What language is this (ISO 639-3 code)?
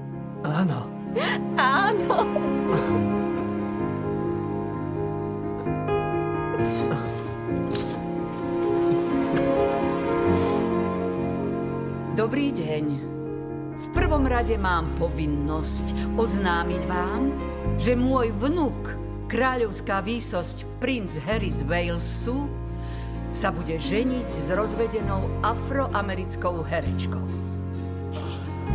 slk